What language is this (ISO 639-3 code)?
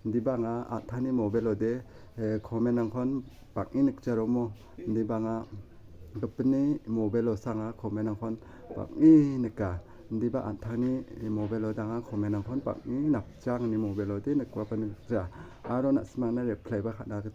grt